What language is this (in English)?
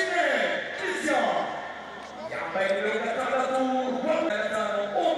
Kinyarwanda